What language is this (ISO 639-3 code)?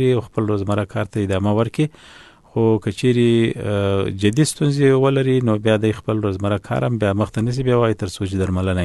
pus